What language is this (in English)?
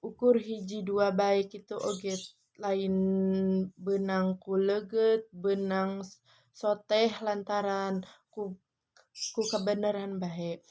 Sundanese